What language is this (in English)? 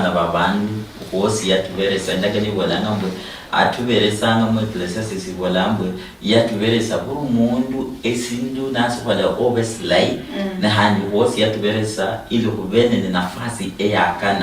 Luyia